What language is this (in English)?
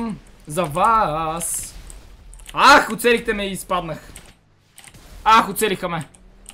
Bulgarian